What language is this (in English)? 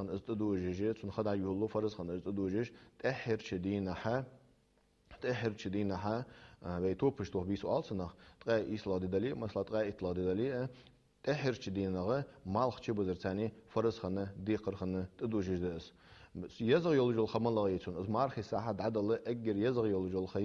Ingush